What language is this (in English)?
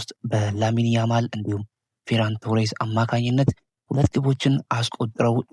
Amharic